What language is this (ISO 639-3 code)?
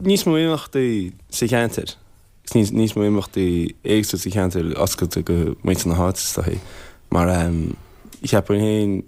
gle